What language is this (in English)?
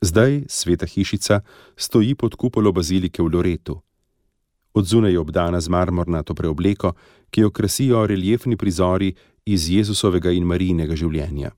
Slovenian